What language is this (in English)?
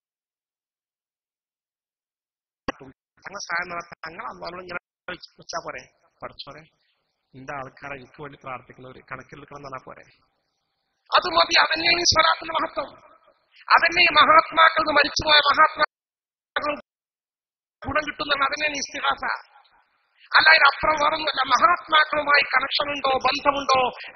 Malayalam